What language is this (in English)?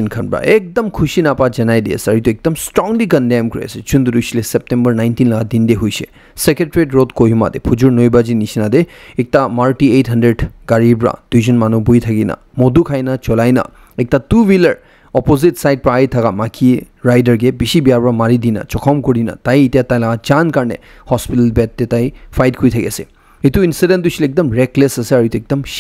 Naga Pidgin